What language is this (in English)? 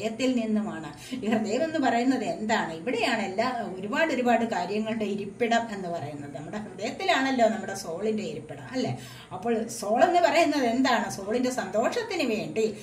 Malayalam